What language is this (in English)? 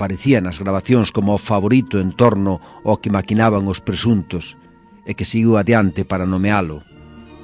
Galician